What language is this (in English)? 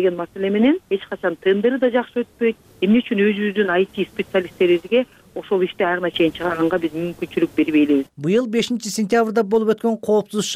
Kyrgyz